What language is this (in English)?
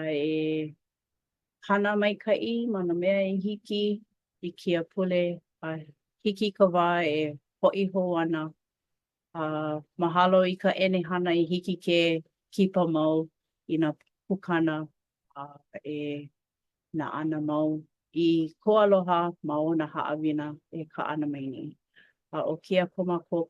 Hawaiian